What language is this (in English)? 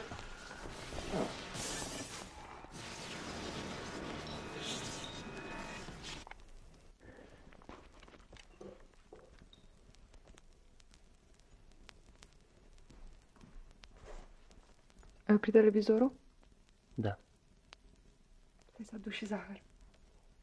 Romanian